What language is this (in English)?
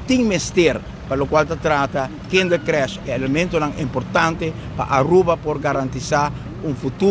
Papiamento